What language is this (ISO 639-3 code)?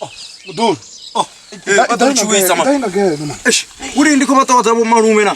ven